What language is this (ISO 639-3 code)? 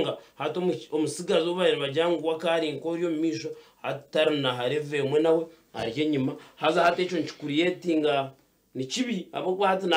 nyn